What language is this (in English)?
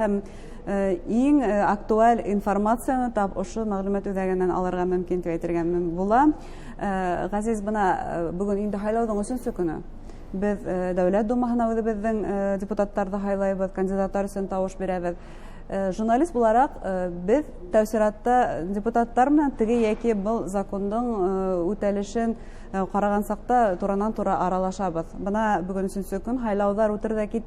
Bashkir